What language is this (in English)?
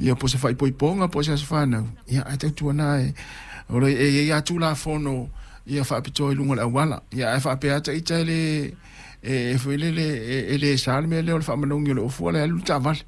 Samoan